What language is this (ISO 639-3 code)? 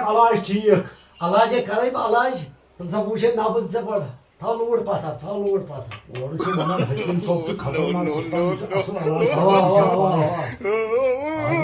kas